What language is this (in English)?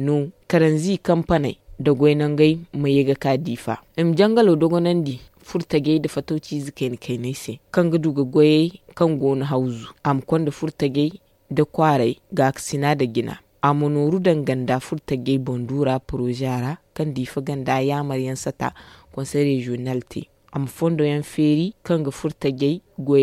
Zarma